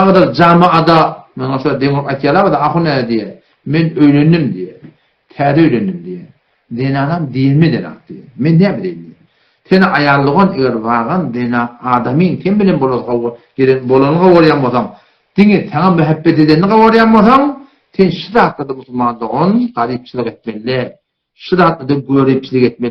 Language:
Turkmen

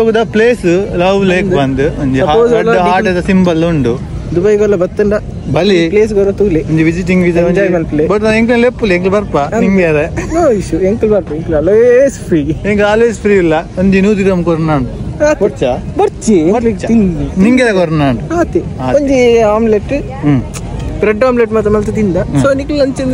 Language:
Tulu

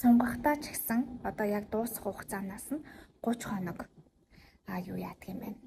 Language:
Mongolian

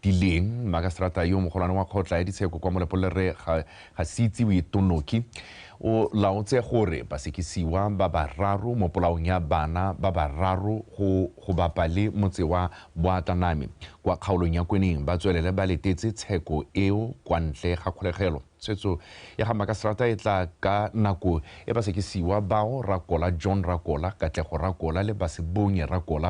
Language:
Tswana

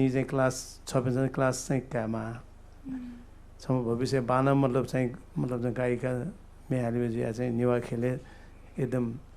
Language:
Newari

